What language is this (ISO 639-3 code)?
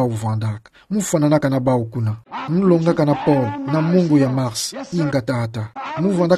ktu